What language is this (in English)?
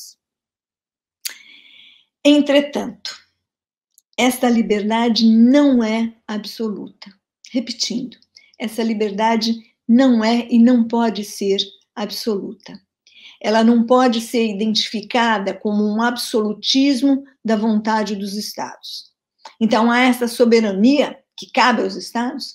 Portuguese